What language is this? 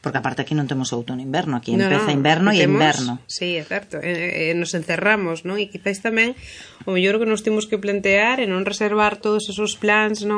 Galician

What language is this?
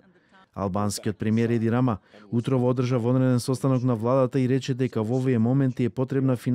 Macedonian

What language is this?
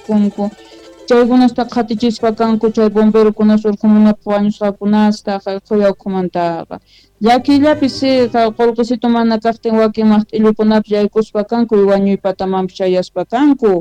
Quechua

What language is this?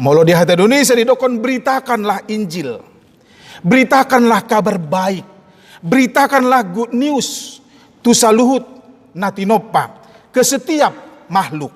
Batak Toba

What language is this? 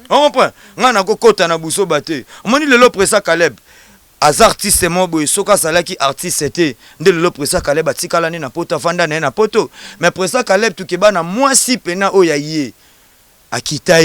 Lingala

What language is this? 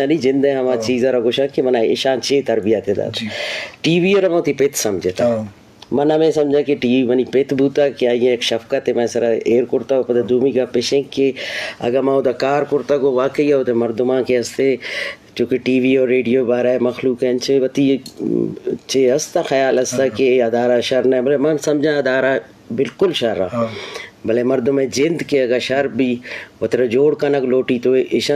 Eastern Balochi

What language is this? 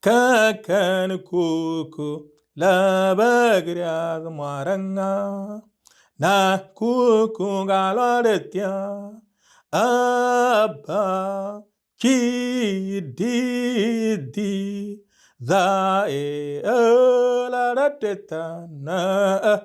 Moro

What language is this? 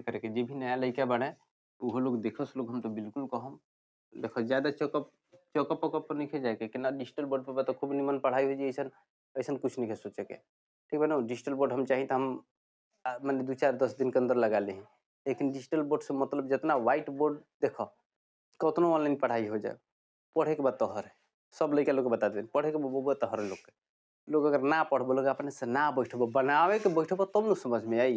Bhojpuri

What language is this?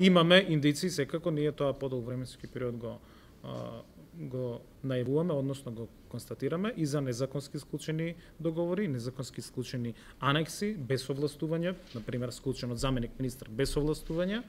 Macedonian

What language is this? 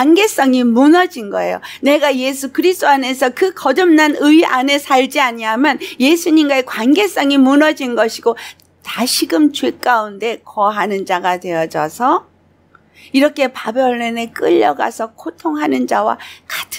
Korean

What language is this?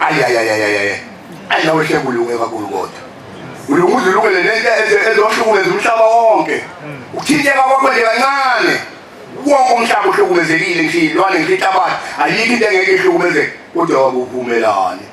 Zulu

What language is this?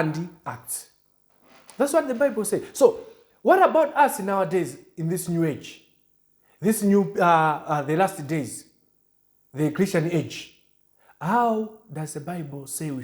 English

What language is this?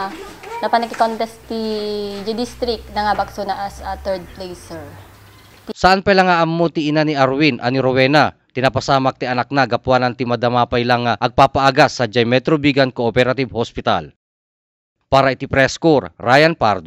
Iloko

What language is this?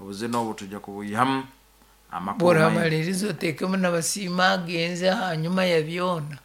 Nyankole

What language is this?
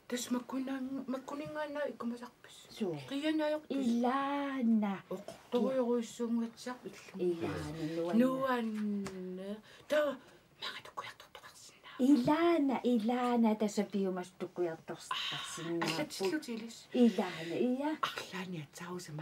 Kalaallisut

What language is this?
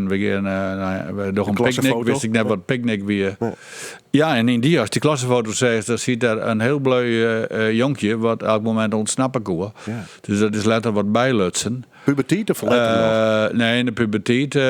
Western Frisian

